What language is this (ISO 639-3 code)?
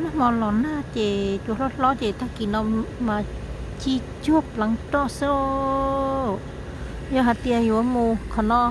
hmn